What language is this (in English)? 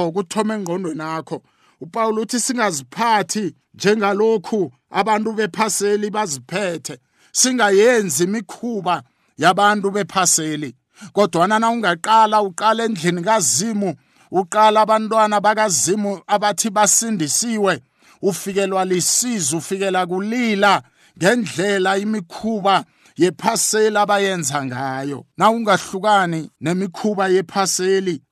South Ndebele